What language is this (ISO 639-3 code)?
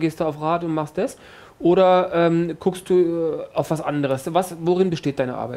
deu